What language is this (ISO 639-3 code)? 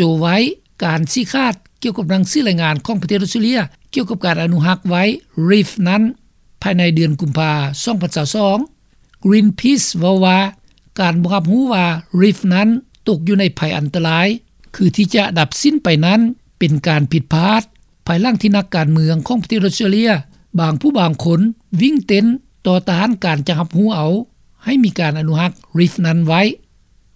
lao